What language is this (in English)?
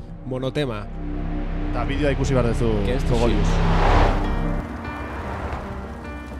Basque